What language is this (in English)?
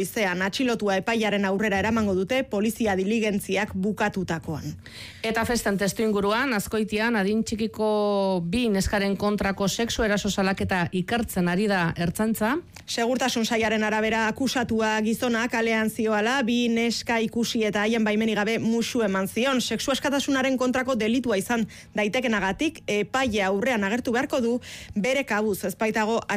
Basque